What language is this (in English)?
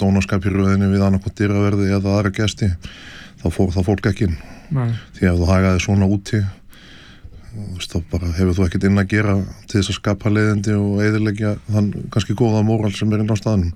Icelandic